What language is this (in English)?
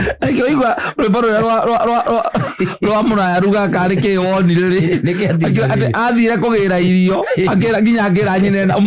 Kikuyu